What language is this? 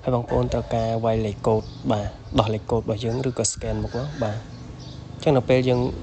Khmer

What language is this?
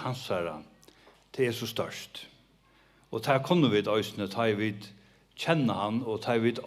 Faroese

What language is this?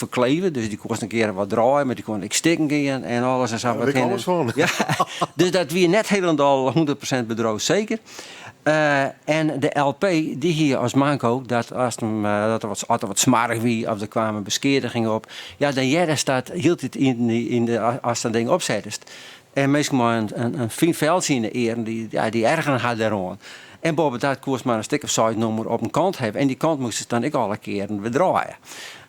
Western Frisian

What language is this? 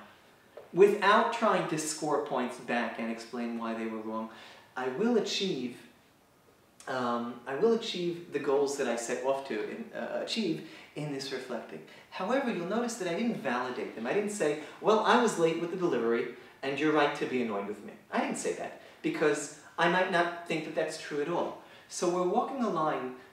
English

